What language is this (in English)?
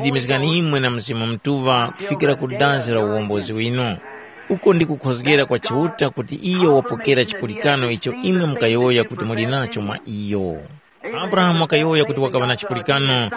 Tumbuka